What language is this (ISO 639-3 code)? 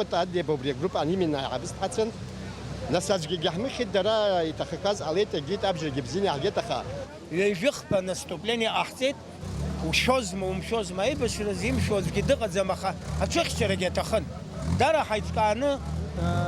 abk